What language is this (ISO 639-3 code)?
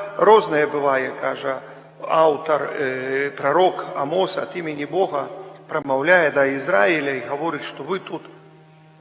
bel